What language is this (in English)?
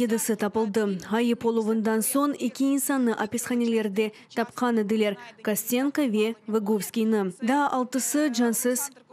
Crimean Tatar